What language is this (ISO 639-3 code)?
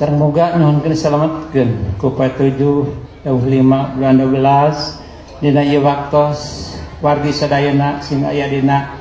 sun